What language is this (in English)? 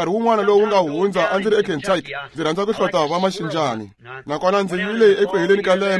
Tsonga